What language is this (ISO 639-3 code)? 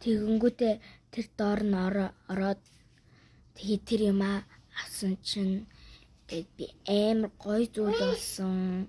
mon